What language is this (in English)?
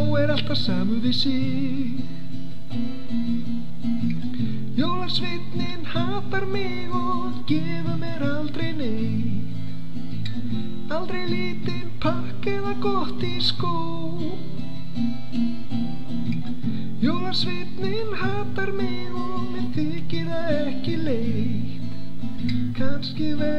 Icelandic